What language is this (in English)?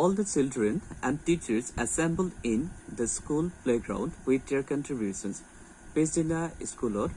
Assamese